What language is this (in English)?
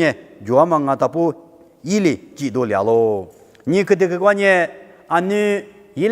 Lisu